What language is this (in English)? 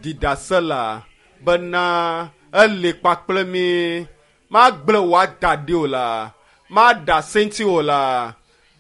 Ewe